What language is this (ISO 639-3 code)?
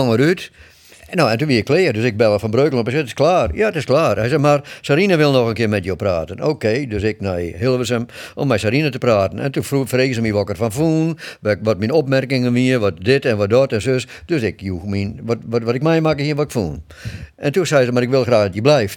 fry